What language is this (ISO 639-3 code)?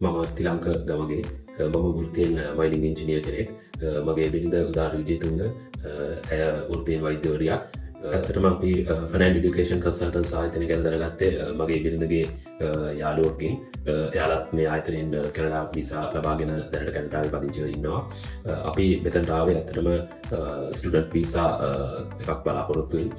sin